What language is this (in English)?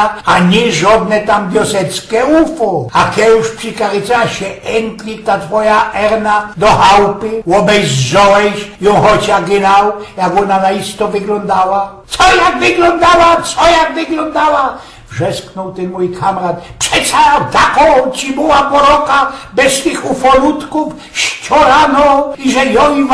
Silesian